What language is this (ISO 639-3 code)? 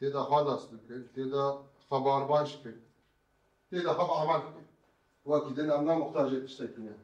kur